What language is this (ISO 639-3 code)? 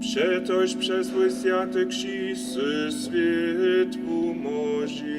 hsb